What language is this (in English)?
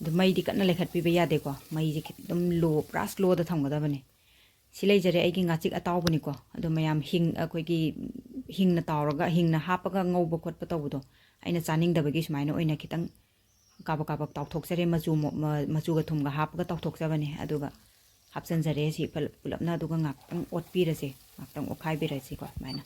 Manipuri